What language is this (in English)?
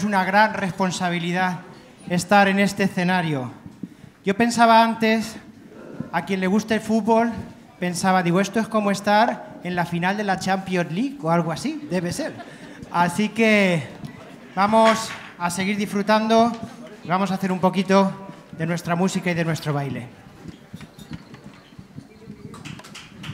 Spanish